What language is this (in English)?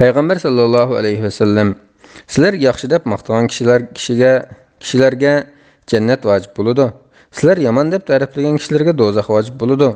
Uyghur